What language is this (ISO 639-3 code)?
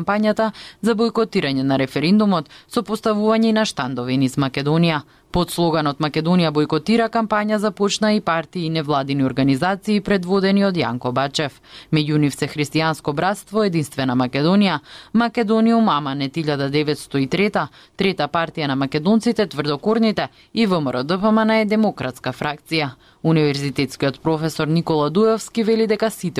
mkd